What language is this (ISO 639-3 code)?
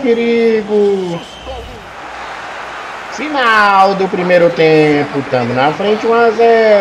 por